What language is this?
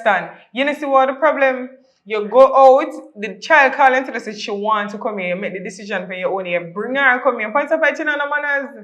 Jamaican Creole English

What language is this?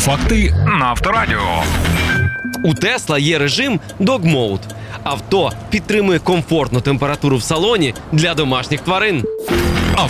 Ukrainian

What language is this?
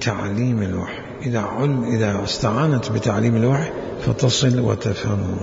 Mesopotamian Arabic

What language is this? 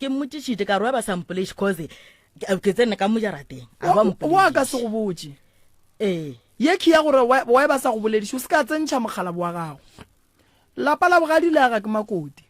Northern Sotho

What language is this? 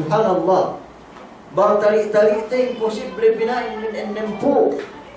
Yakan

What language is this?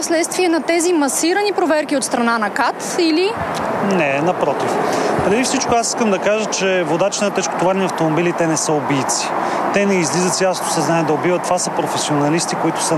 Bulgarian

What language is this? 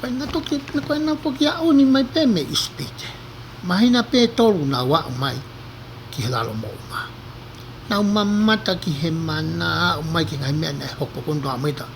Tongan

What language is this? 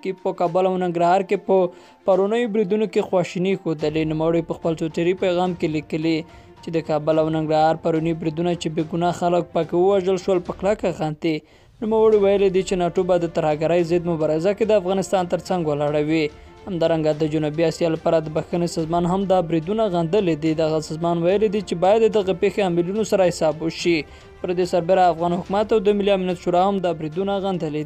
Pashto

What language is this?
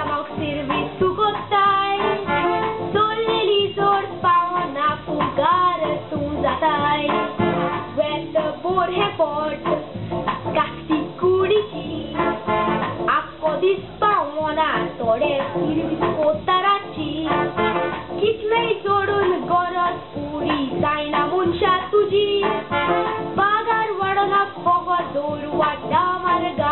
Konkani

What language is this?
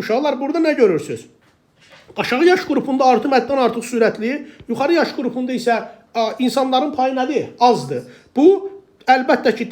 Azerbaijani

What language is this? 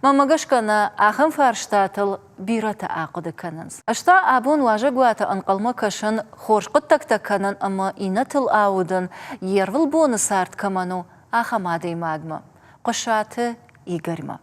Ossetic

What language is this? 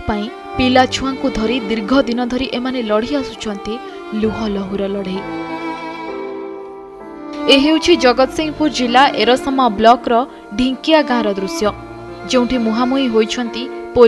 Odia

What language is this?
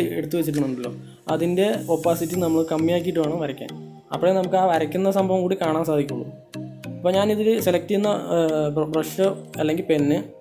Malayalam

